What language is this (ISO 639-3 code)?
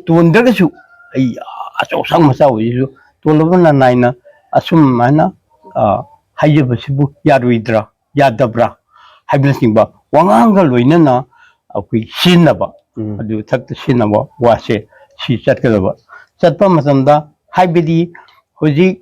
mni